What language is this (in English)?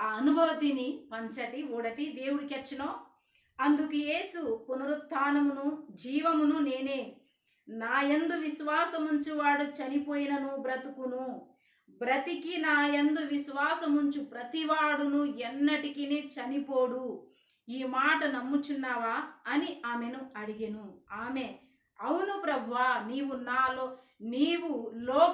Koya